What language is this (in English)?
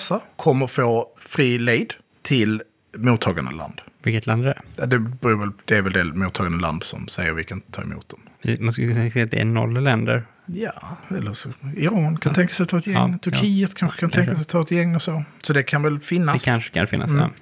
Swedish